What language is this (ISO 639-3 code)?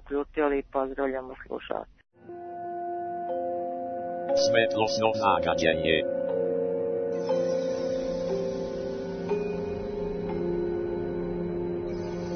srp